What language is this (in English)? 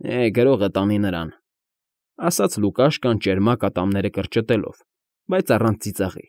Armenian